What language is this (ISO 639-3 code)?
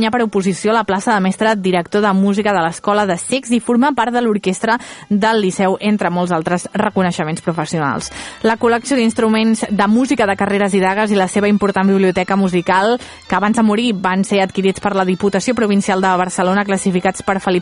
cat